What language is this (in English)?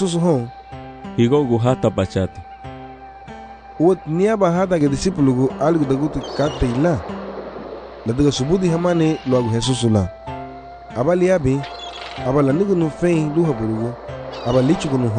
Garifuna